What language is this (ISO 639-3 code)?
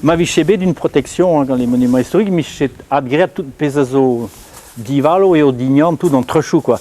bre